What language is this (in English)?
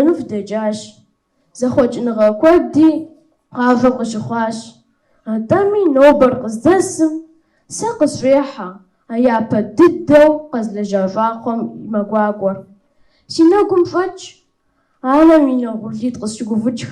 Kabardian